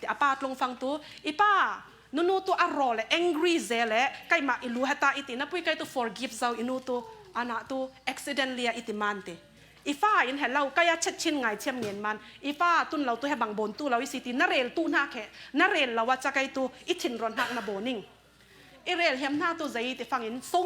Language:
Falam Chin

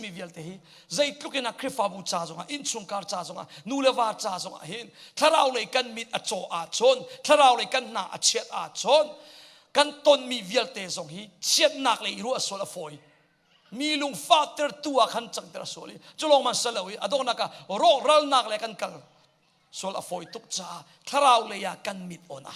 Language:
Hakha Chin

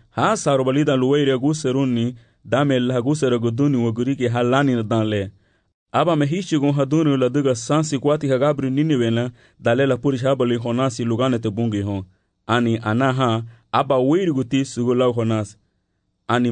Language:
Garifuna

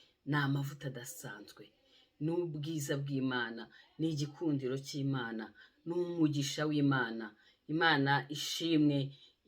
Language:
Kinyarwanda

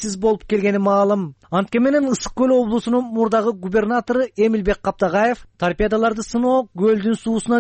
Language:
Kyrgyz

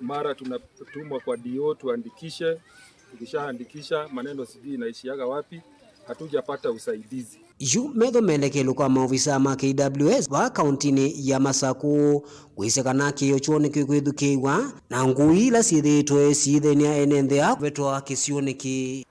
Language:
Kamba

